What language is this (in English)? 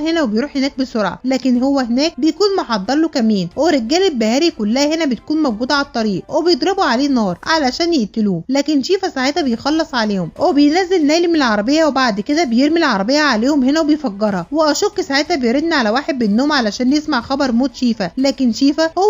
Egyptian Arabic